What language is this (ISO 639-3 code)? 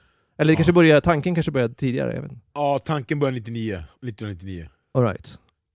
swe